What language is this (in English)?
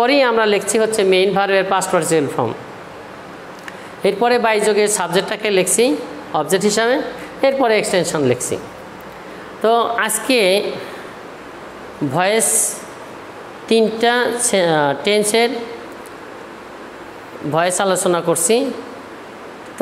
Bangla